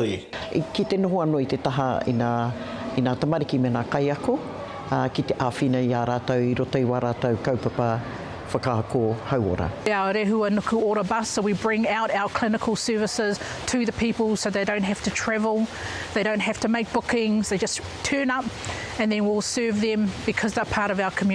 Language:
Māori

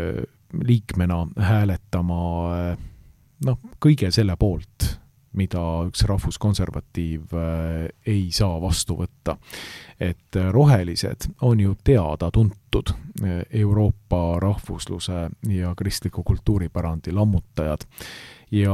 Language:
Estonian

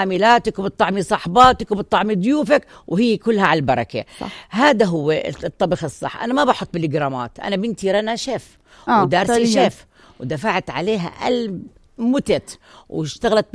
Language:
North Levantine Arabic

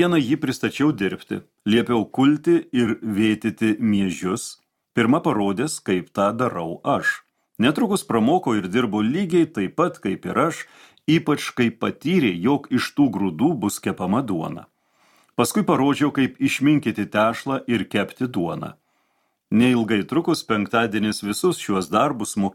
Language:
Lithuanian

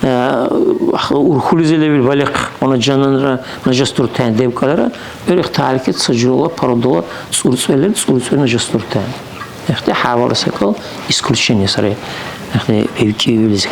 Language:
Dargwa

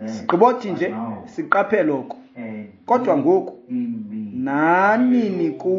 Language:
Xhosa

